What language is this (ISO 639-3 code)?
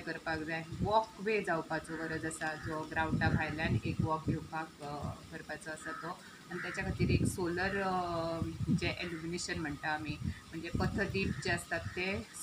kok